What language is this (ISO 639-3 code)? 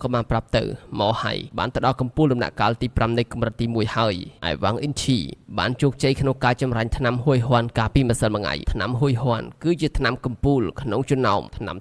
khm